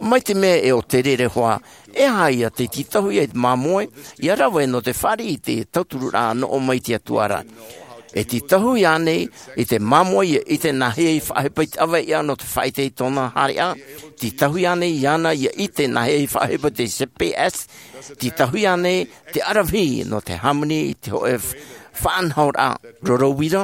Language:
Tahitian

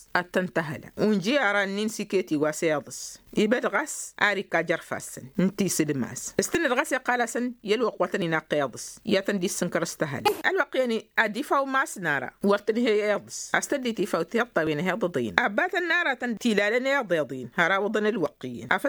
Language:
Tamasheq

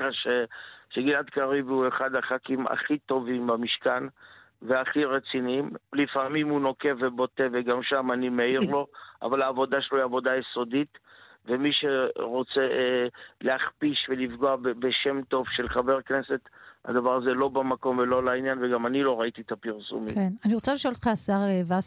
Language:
Hebrew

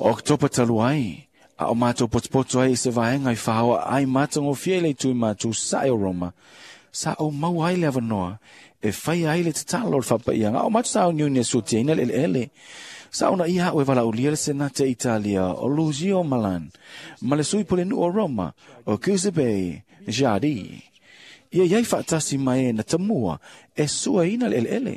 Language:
Samoan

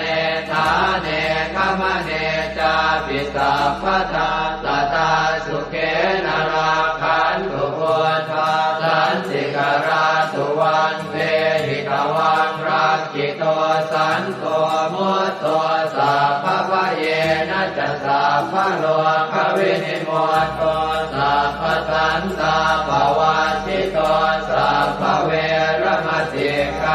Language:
Pali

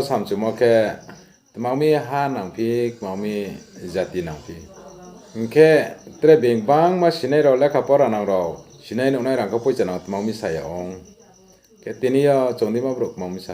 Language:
Riang (India)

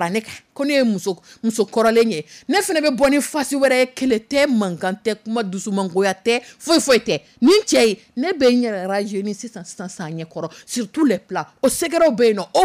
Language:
Dyula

